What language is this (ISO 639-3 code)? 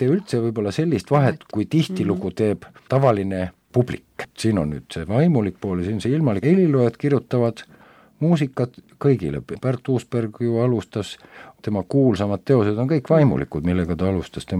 est